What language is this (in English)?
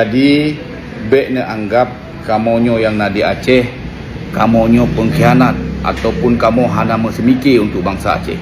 Achinese